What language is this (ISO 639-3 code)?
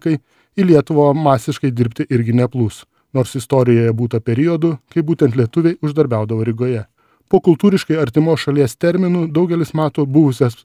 lit